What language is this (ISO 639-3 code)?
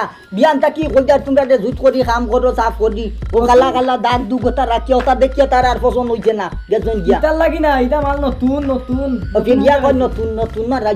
syl